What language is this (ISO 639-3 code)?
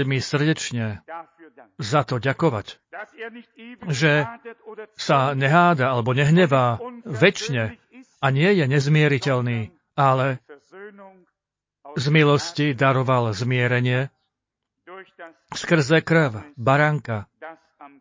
slk